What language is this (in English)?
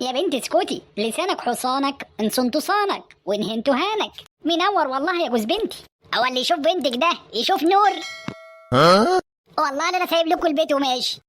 Egyptian Arabic